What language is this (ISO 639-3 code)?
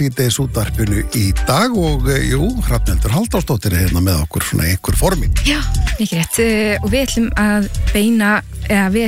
isl